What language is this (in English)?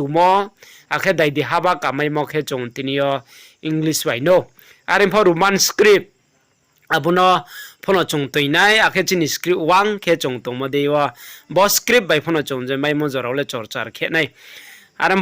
Riang (India)